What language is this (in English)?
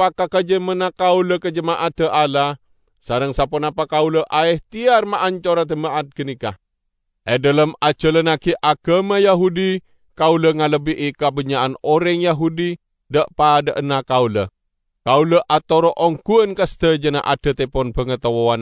Madurese